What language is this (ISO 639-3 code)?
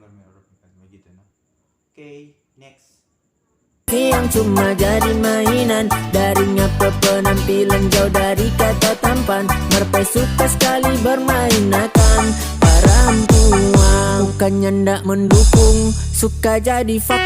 xmm